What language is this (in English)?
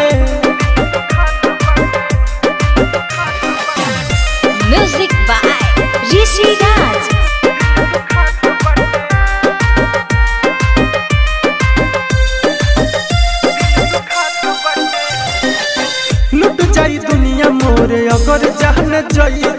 Bhojpuri